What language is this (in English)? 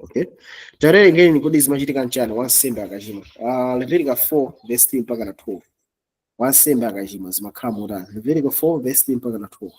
Nyanja